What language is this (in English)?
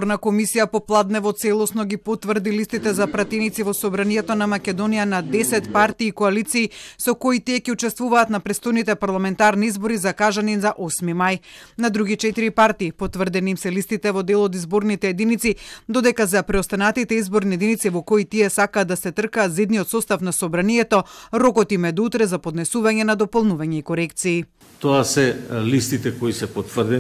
Macedonian